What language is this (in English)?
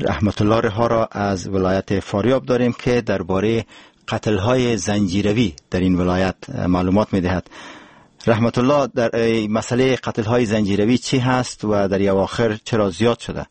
Persian